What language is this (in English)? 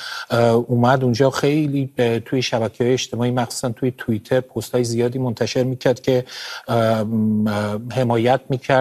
Persian